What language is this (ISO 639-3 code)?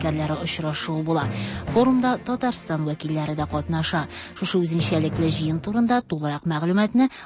tat